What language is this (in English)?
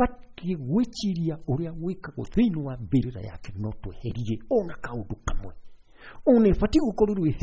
Kikuyu